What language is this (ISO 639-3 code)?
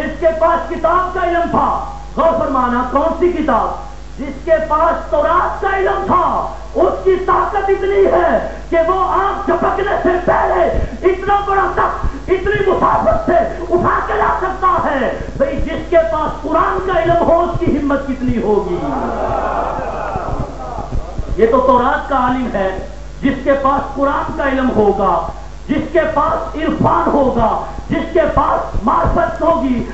urd